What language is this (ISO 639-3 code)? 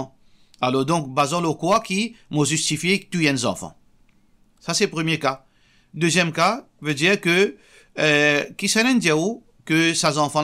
mfe